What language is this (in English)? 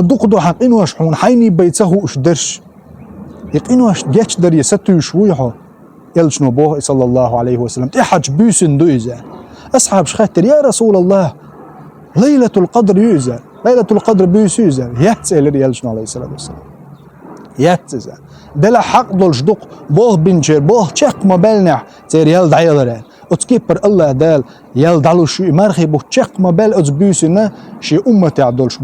Chechen